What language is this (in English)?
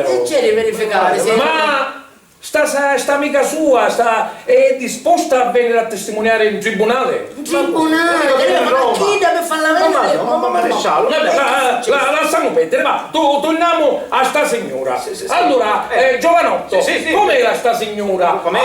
Sicilian